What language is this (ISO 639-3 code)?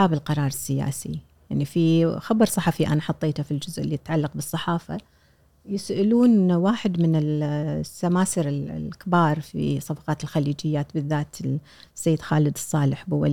afb